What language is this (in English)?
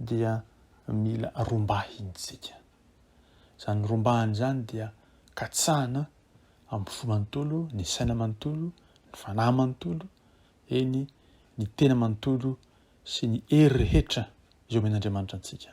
Malagasy